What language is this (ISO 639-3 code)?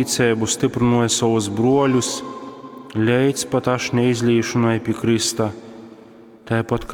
ltg